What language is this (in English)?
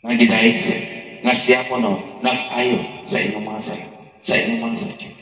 Cebuano